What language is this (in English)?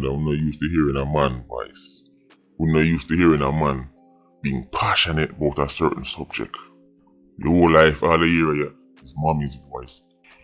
Jamaican Creole English